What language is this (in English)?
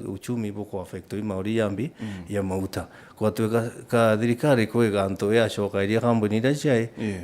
Meru